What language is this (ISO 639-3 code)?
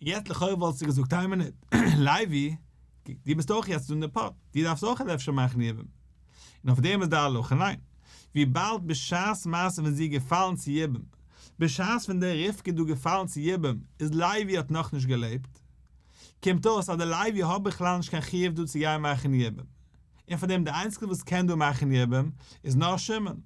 yid